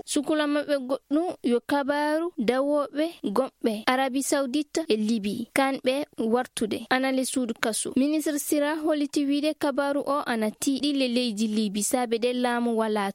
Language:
Fula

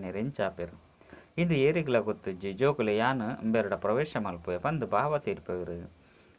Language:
Tulu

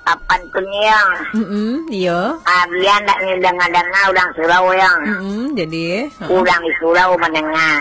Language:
Minangkabau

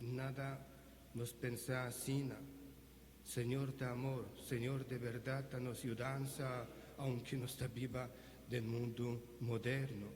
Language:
Papiamento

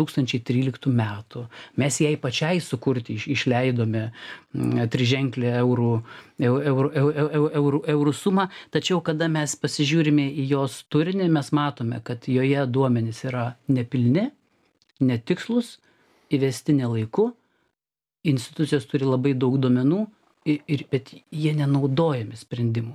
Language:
Lithuanian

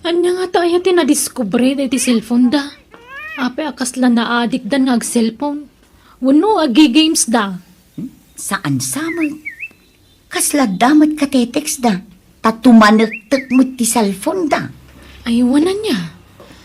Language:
Iloko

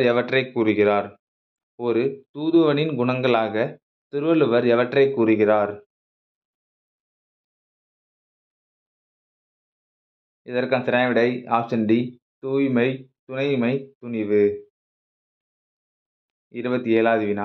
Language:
Tamil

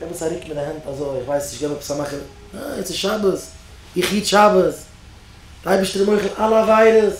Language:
Yiddish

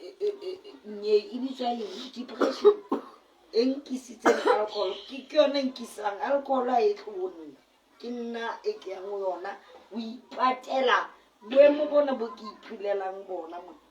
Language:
Southern Sotho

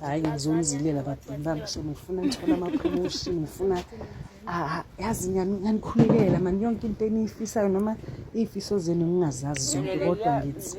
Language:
Zulu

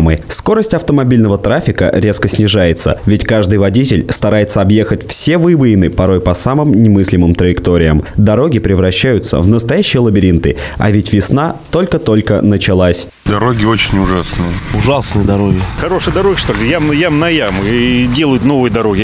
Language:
Russian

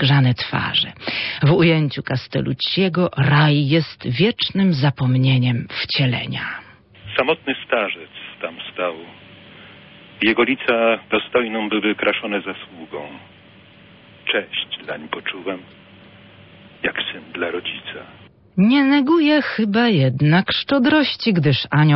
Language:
Polish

